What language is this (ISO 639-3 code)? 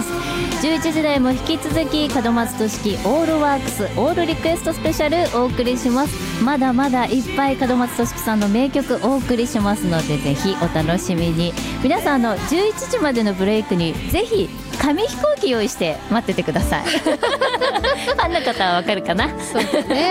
jpn